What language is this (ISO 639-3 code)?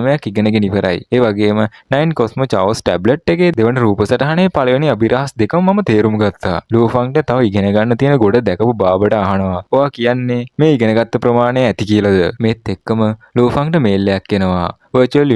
sin